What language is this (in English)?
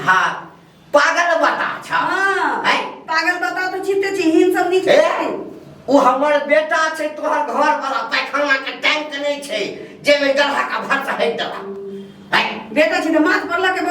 Maithili